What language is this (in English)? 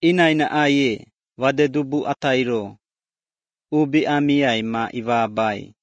Lithuanian